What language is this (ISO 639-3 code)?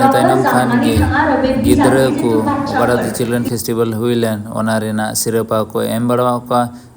sat